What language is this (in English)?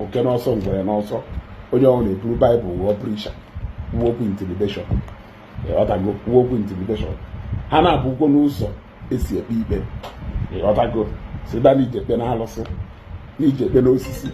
Igbo